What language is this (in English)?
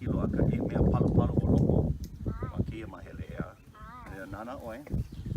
Hawaiian